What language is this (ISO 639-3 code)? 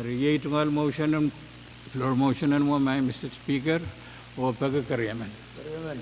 pon